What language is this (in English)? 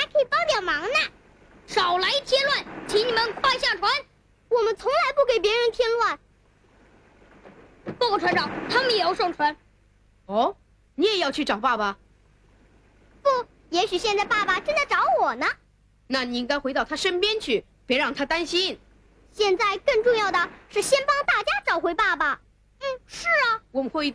Chinese